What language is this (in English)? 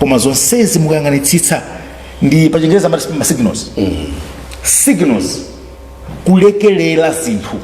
Nyanja